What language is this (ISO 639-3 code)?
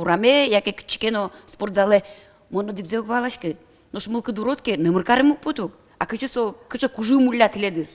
udm